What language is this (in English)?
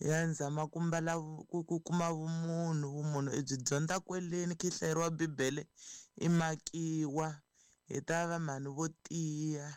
Tsonga